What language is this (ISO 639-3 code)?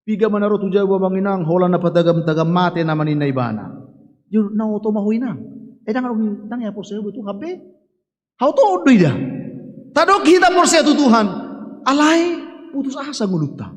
bbc